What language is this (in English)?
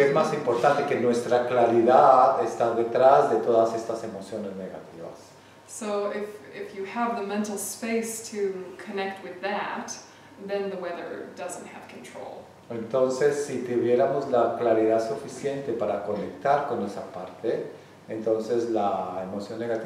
Spanish